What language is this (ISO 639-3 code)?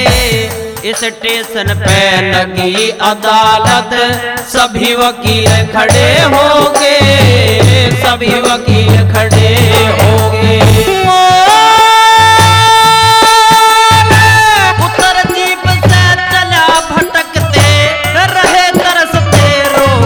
bgc